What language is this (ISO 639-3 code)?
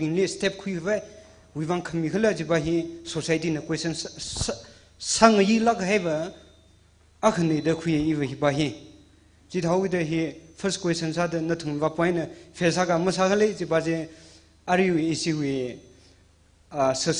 nmf